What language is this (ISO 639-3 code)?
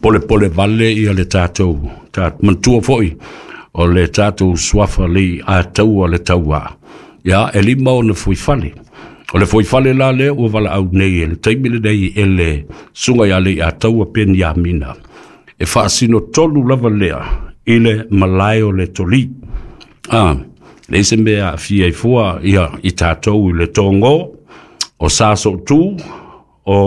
smo